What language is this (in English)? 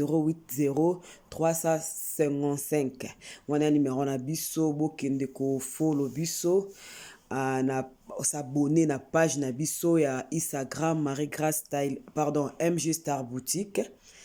Lingala